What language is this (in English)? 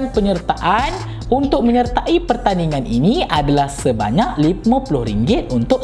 Malay